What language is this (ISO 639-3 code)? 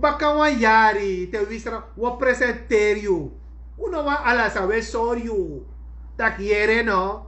srn